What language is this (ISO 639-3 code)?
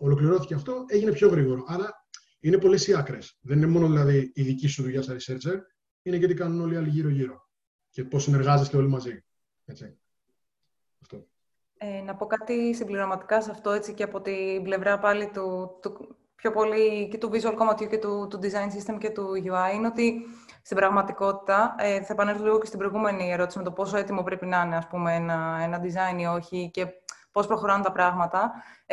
ell